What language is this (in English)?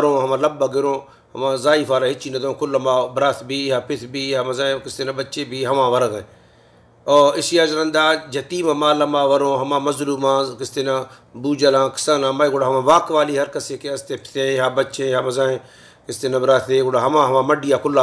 Baluchi